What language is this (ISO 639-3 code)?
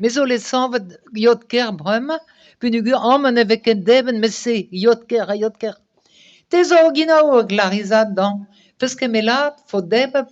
bre